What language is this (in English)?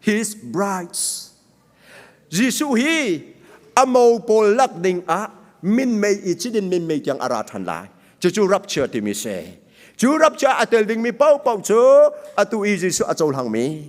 Hakha Chin